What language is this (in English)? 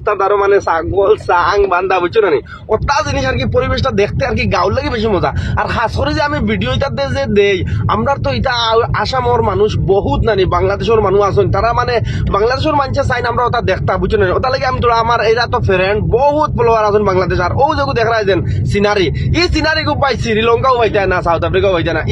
Sylheti